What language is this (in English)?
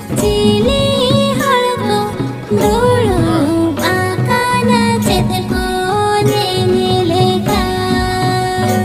Santali